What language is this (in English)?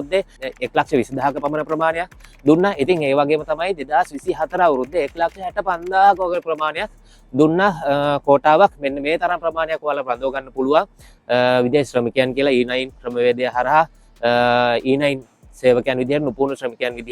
Sinhala